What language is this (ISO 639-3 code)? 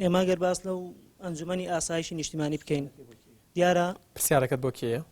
ckb